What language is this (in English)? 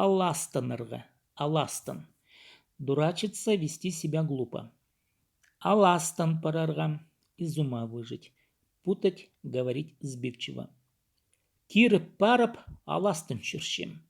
Khakas